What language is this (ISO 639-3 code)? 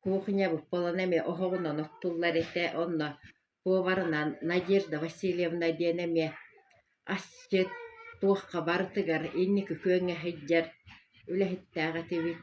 sah